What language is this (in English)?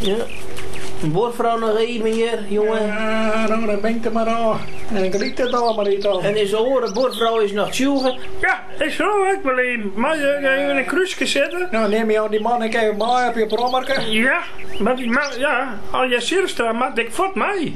Western Frisian